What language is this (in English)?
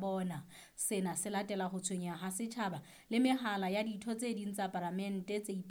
Southern Sotho